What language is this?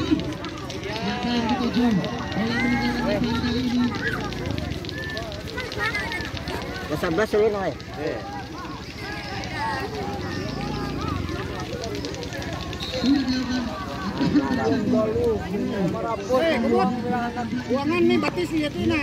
Indonesian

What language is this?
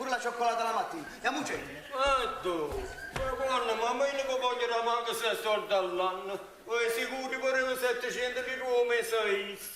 Neapolitan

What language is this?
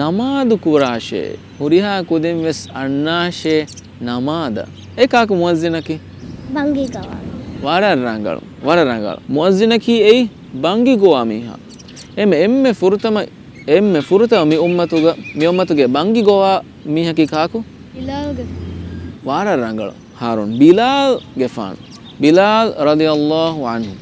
Divehi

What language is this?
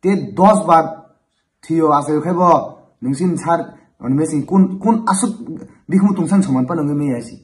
Kok Borok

